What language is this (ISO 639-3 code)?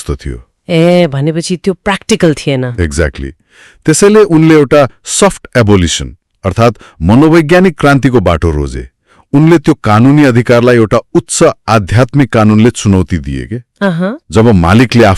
nep